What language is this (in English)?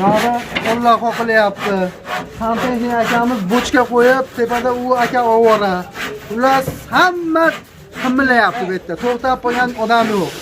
Uzbek